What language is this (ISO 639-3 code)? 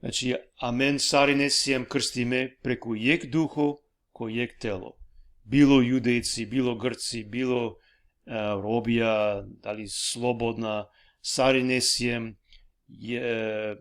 rmn